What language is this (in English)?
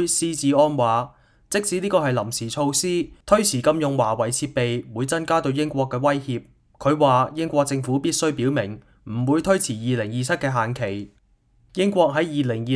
Cantonese